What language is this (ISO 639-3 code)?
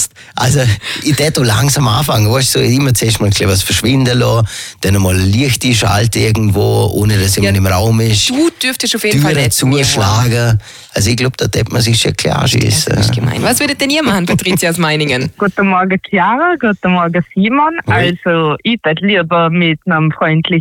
deu